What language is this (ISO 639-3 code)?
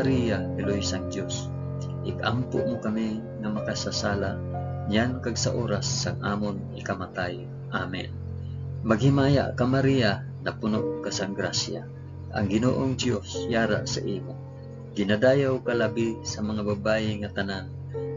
hil